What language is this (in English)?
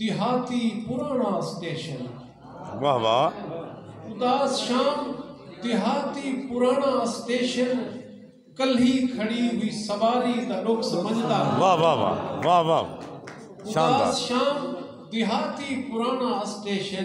Saraiki